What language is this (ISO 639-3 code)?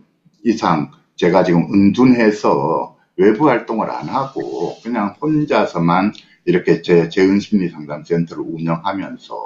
kor